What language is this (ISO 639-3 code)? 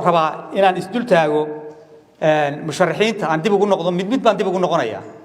som